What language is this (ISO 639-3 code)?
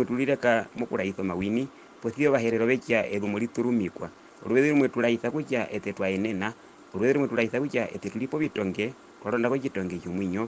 her